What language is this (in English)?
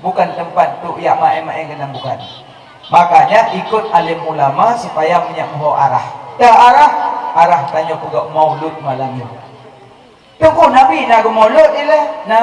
Achinese